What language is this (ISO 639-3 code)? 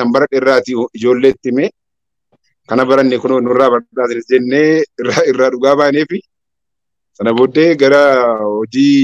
orm